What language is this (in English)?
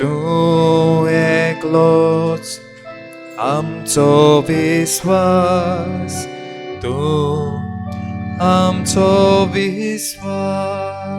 Konkani